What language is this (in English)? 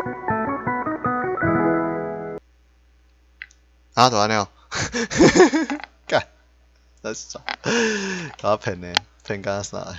Min Nan Chinese